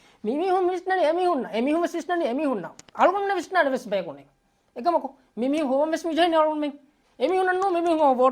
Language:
Divehi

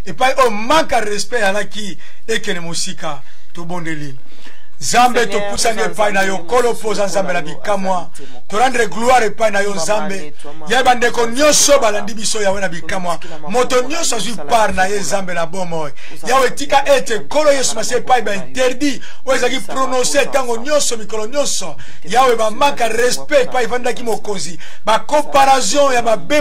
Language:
Lingala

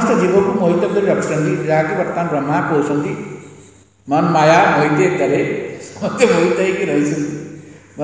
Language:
Odia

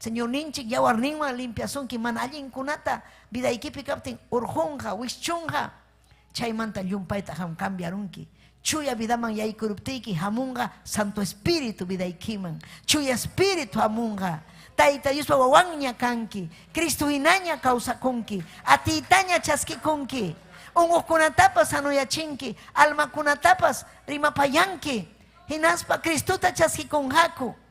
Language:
Ayacucho Quechua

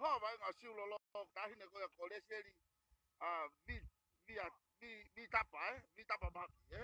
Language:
Tongan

